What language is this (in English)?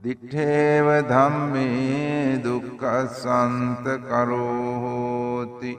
Sinhala